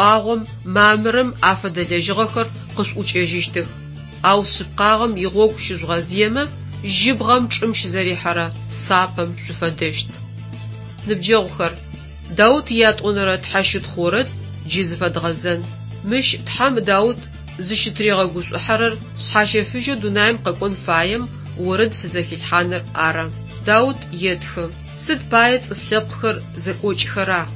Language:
Adyghe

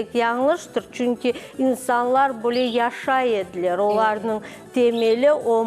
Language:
Crimean Tatar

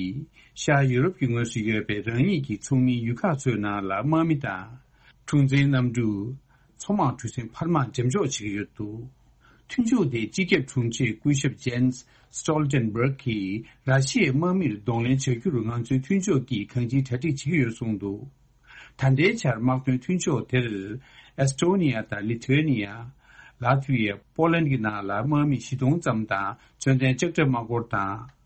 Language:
Tibetan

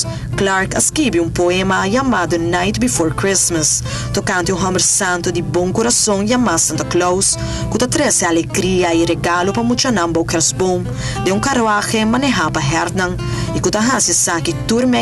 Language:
Papiamento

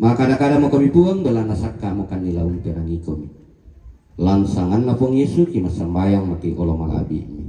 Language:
Toraja-Sa'dan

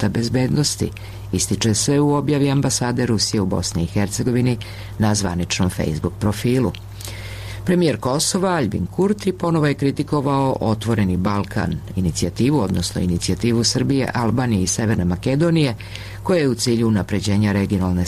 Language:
Serbian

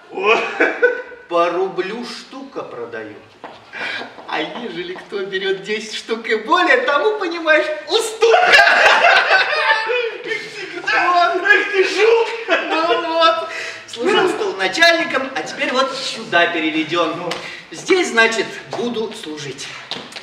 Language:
Russian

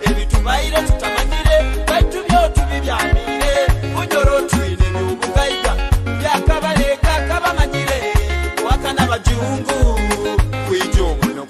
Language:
Nyoro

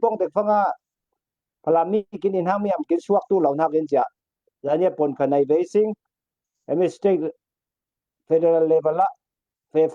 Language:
Falam Chin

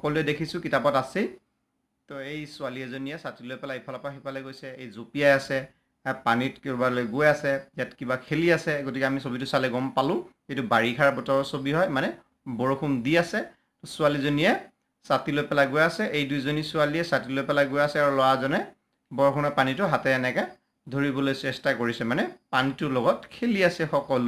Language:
Assamese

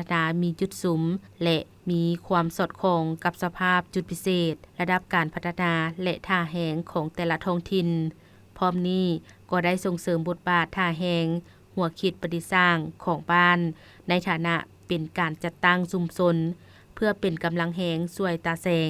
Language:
Lao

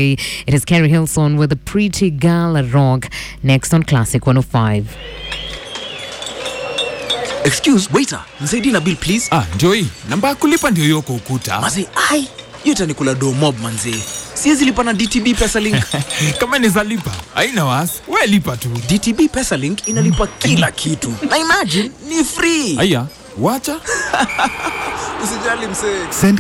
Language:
Swahili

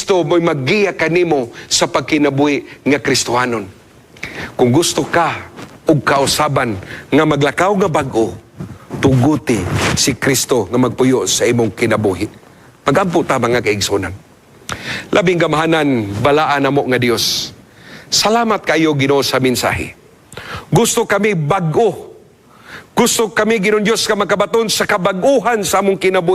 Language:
Cebuano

